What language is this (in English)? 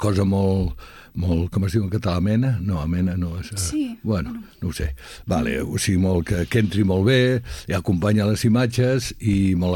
Catalan